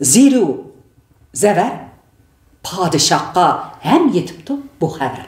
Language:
Uyghur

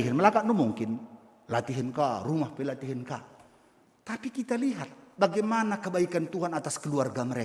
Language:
Batak Karo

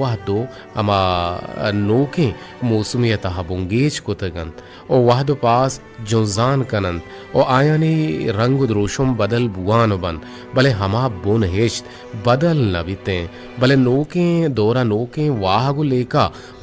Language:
Eastern Balochi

